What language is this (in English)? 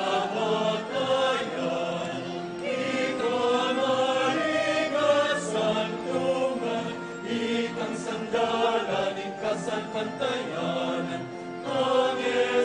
Pampanga